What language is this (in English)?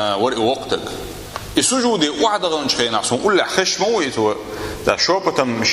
Chechen